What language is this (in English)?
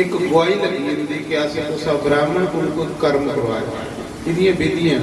Dogri